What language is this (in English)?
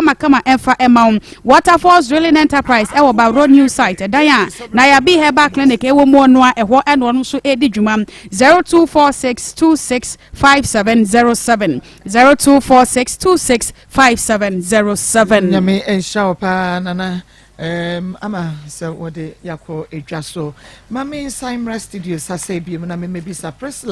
Akan